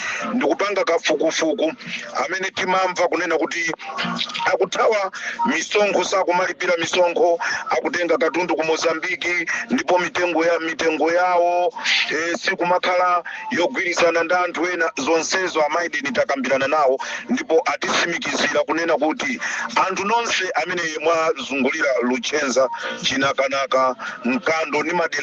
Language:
Nyanja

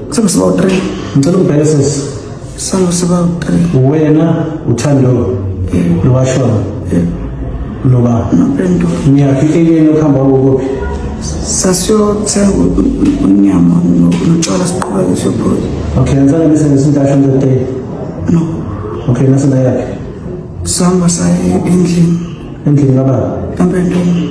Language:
Zulu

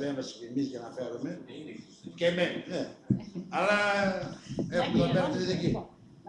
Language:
Greek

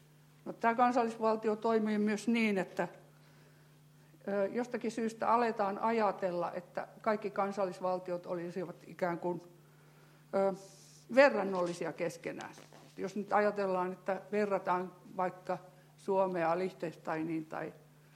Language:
Finnish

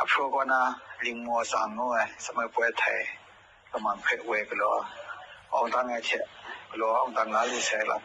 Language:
Kachin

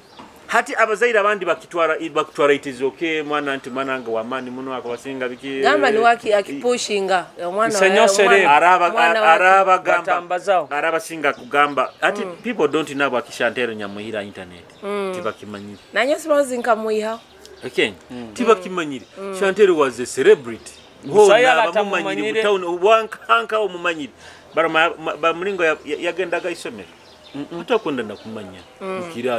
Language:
Nyoro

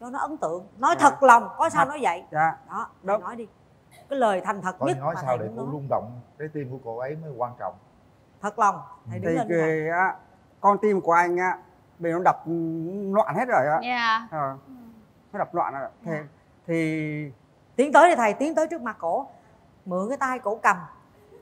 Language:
Vietnamese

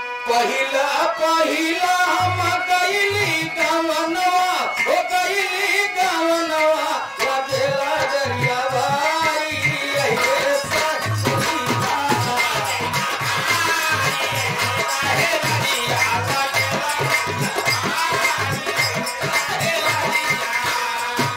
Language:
Bhojpuri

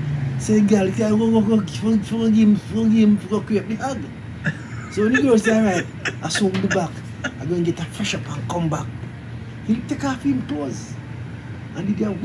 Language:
Jamaican Creole English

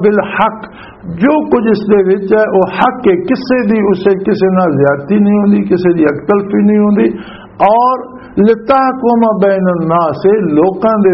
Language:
Western Panjabi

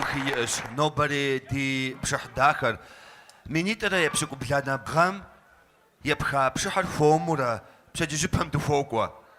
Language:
Kabardian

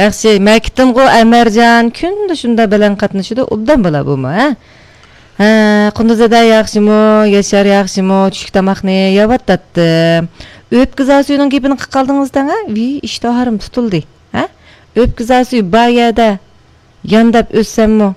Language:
Uyghur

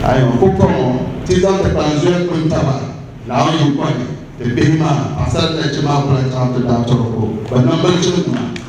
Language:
Dagbani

